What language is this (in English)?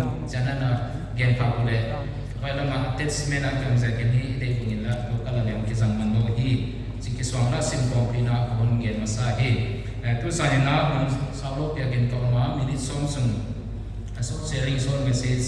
Paite Chin